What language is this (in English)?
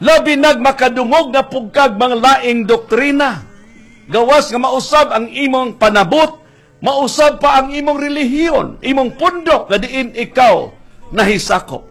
Cebuano